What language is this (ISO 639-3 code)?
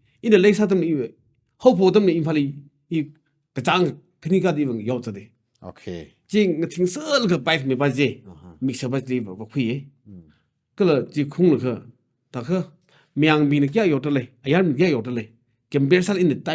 nmf